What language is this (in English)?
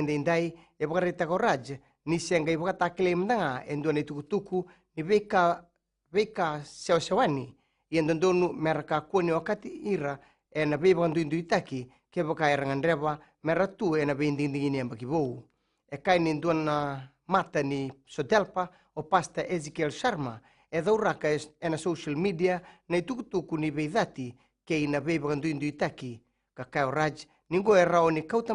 Fijian